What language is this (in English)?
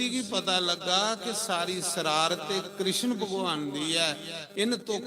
Dogri